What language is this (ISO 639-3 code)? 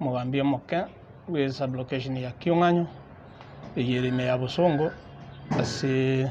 guz